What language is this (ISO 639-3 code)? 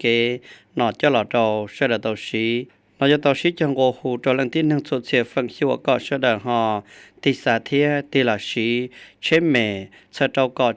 hmn